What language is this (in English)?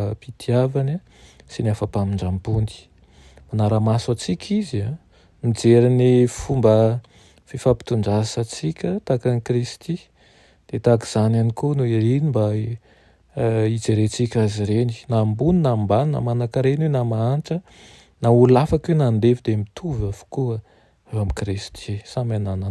Malagasy